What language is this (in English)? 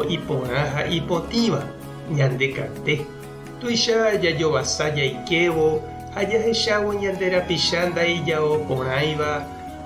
Guarani